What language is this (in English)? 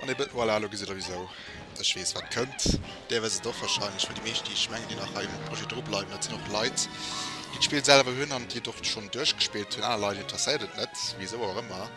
Luxembourgish